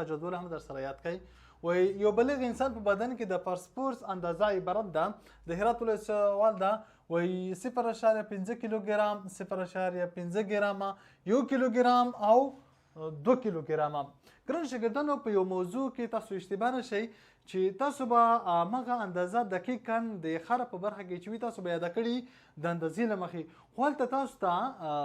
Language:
Pashto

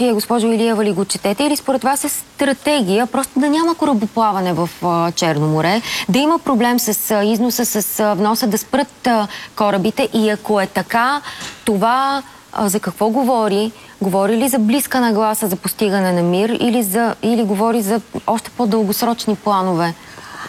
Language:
Bulgarian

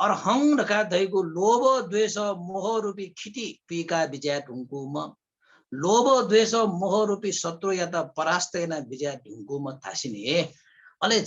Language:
Newari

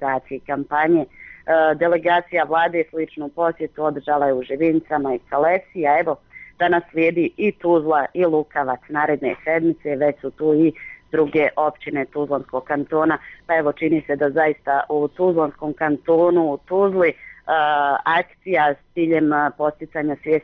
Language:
Bosnian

